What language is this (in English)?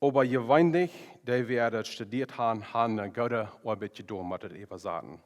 Plautdietsch